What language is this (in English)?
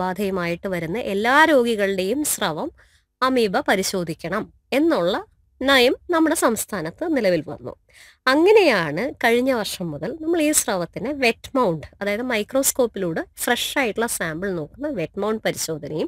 Malayalam